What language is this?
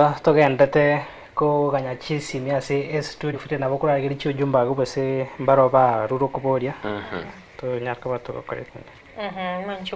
Gusii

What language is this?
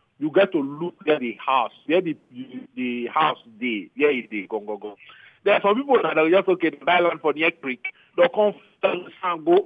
Nigerian Pidgin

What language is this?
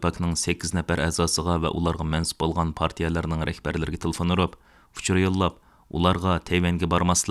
Uyghur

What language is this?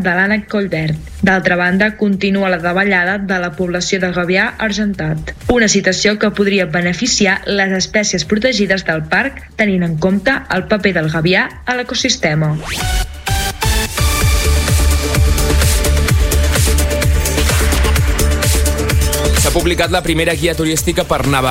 Catalan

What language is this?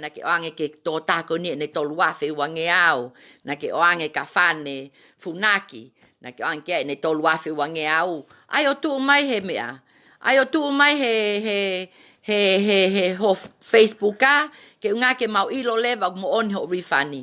Tongan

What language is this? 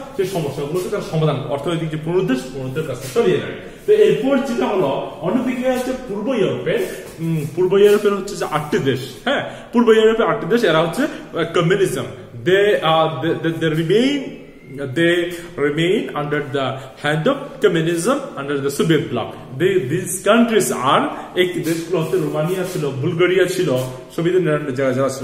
Bangla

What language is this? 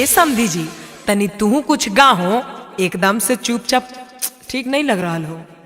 Magahi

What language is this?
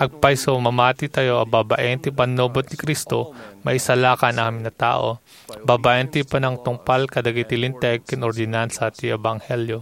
Iloko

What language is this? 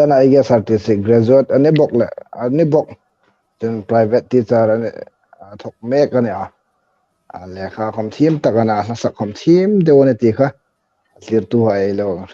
Hmar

